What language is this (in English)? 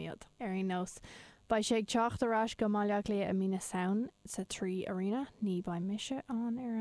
Irish